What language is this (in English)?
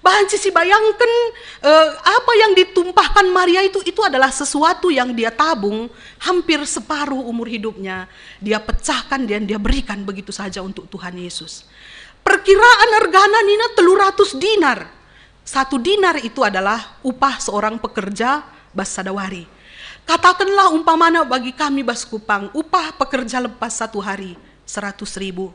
Batak Karo